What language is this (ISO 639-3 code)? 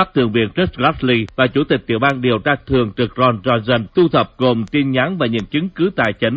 vie